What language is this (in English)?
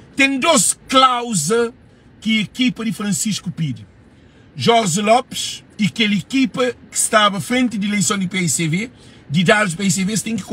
Kabuverdianu